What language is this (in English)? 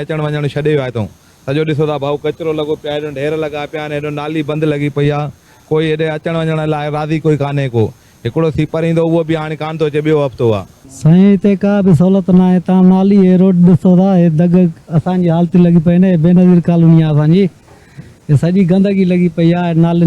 Sindhi